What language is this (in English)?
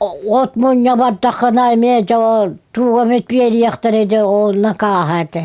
Yakut